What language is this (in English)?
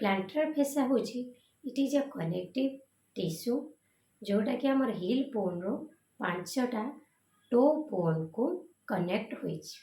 Odia